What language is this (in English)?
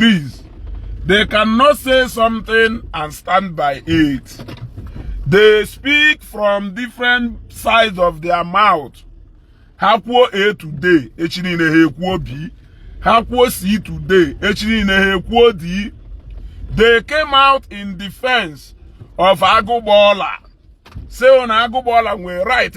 Igbo